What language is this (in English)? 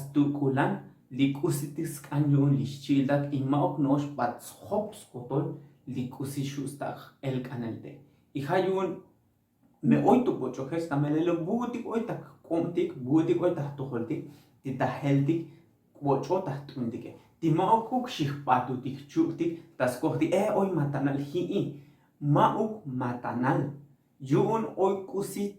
Tzotzil